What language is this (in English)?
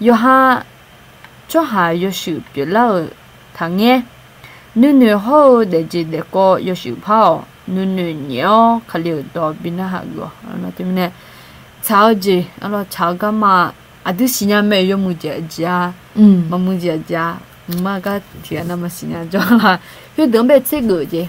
Akha